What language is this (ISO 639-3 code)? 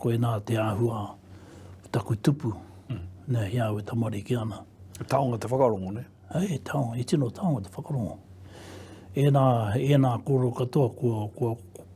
mri